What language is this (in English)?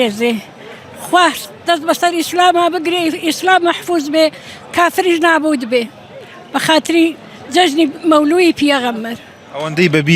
Central Kurdish